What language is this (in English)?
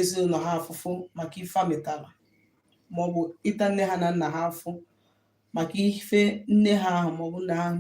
Igbo